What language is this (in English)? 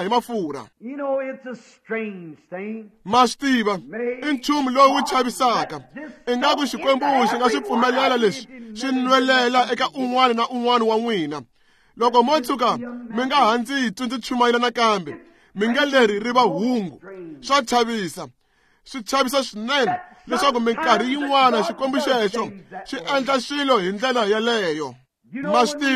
Tsonga